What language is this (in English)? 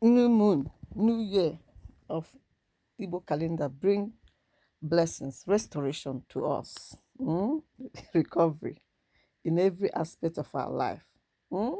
Igbo